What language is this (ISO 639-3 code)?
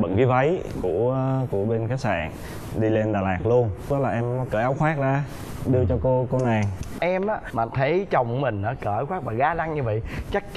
vie